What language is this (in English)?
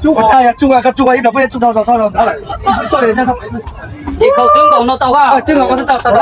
Hmong